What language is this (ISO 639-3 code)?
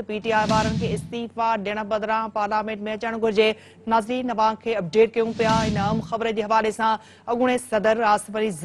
snd